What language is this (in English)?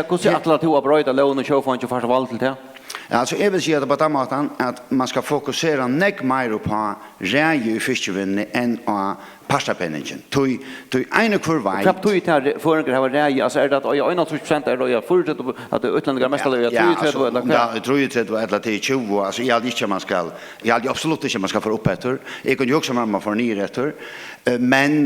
Faroese